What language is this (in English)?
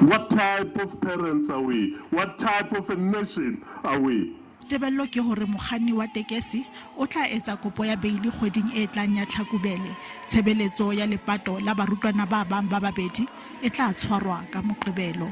Southern Sotho